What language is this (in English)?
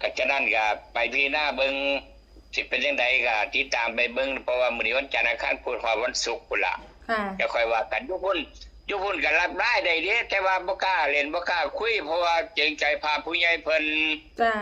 Northeastern Thai